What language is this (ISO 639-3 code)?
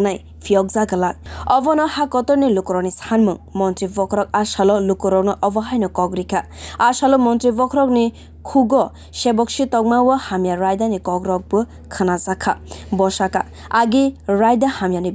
trp